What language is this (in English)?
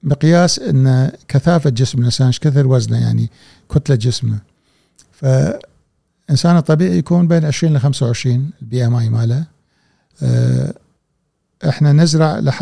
Gulf Arabic